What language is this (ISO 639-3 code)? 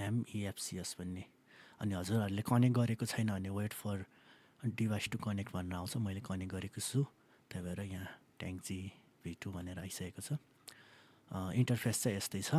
nep